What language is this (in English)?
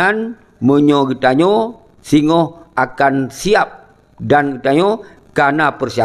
Achinese